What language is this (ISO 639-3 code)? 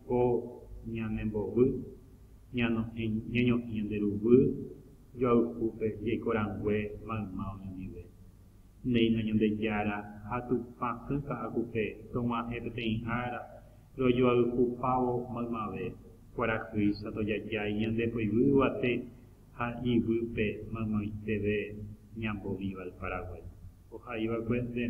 grn